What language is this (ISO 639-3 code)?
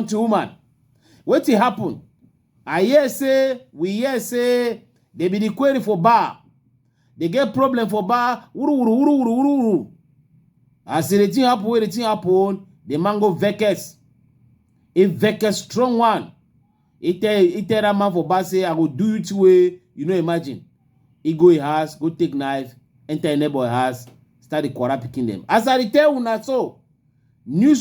wes